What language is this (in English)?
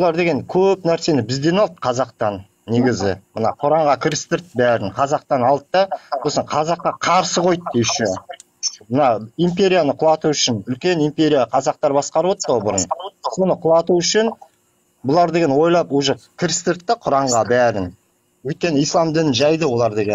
Kazakh